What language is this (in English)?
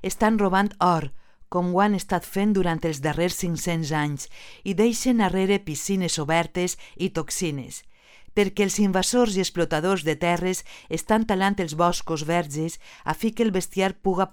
Catalan